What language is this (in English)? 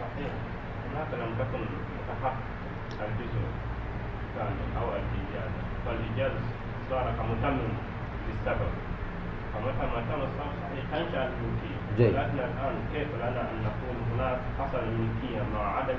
Mesopotamian Arabic